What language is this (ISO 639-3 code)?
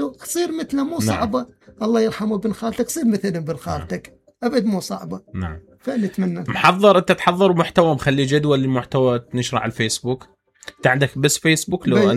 acm